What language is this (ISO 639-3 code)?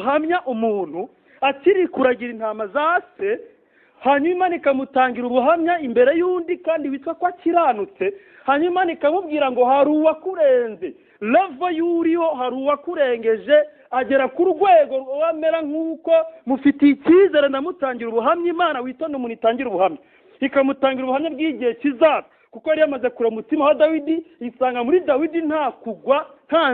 kin